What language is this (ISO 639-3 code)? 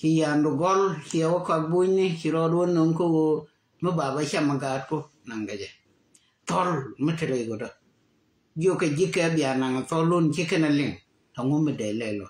nus